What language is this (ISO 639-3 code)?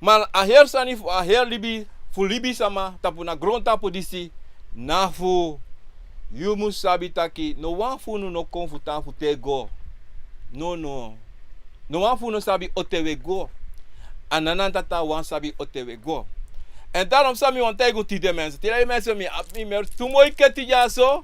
srn